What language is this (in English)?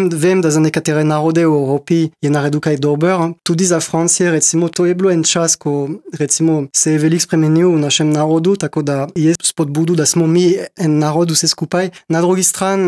Slovenian